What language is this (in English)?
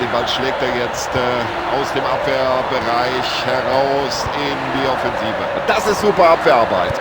Bavarian